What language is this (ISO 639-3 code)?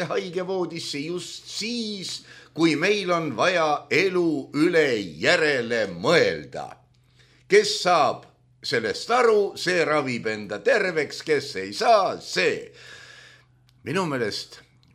est